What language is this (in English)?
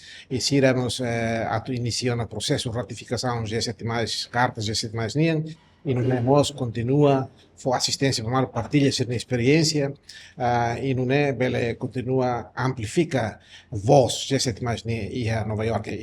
Tetum